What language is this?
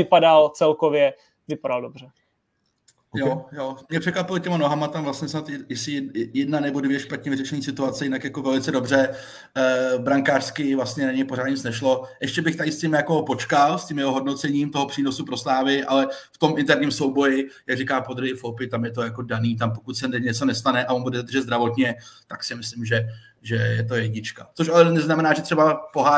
Czech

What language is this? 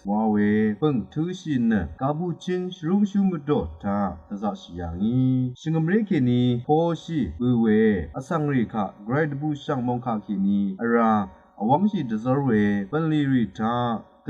Rawang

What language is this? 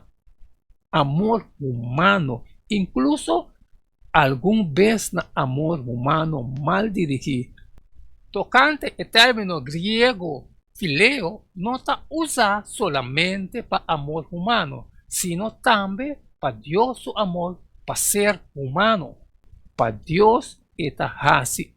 Papiamento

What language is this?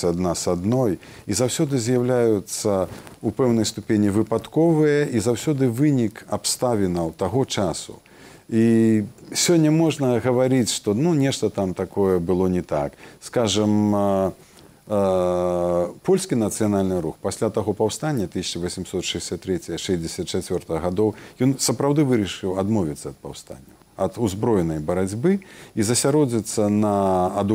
Belarusian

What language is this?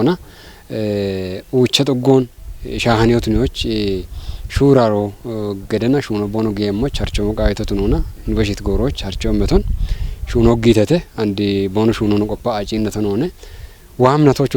Kafa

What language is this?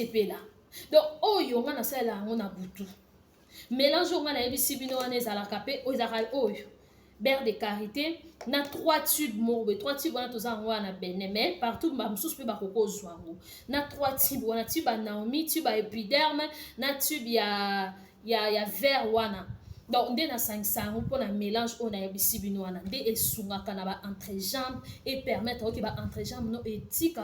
Lingala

